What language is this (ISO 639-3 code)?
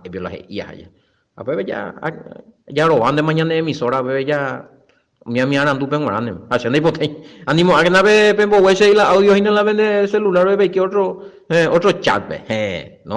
grn